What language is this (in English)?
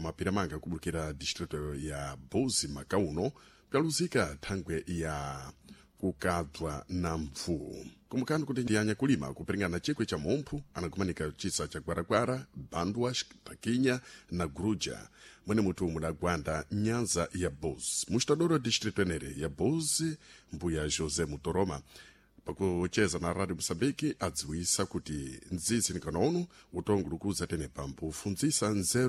Sena